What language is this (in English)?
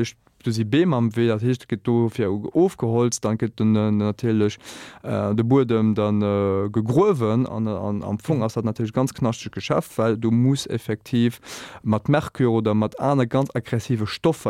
Luxembourgish